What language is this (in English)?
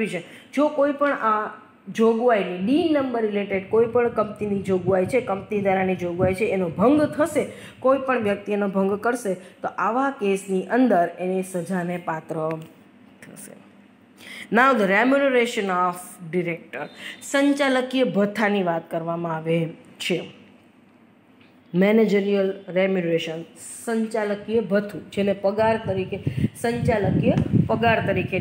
Gujarati